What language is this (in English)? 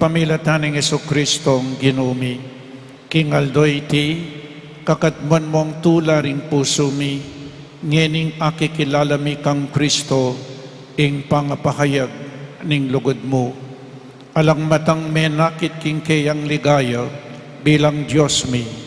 Pampanga